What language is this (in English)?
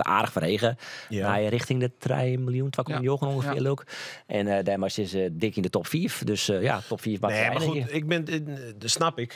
Western Frisian